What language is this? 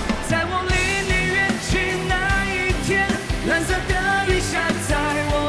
Chinese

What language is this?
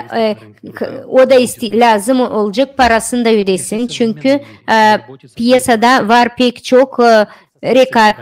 Gagauz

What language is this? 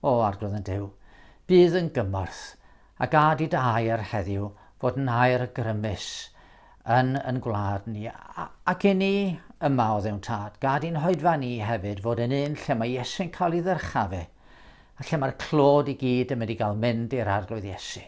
Welsh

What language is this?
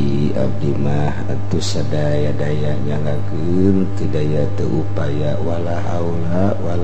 Sundanese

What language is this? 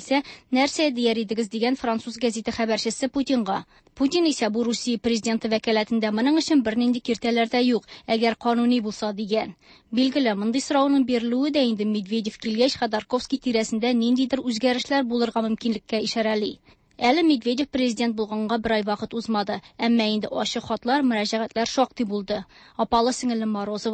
Tatar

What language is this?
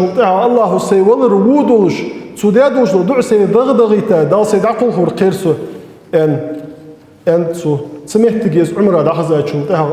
Ingush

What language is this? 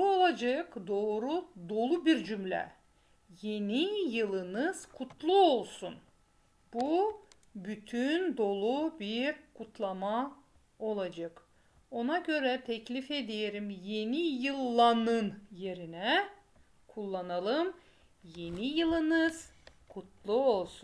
Gagauz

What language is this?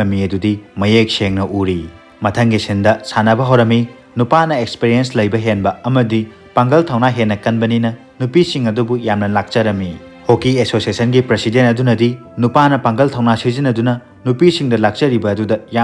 Manipuri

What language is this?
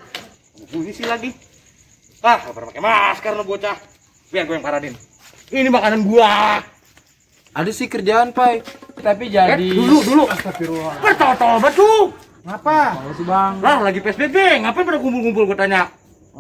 Betawi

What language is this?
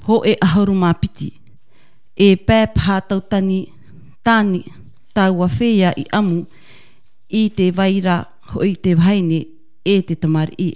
Tahitian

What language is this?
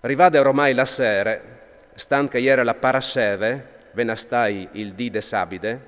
Friulian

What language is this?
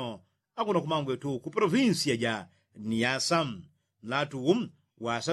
Yao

